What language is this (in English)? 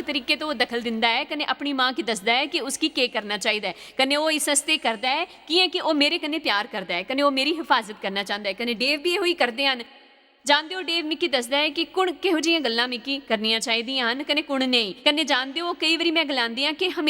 Dogri